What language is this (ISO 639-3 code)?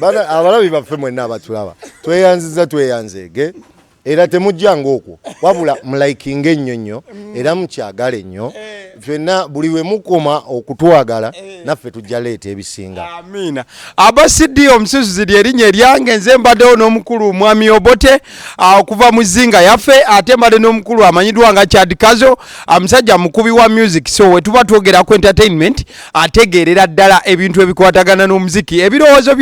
lug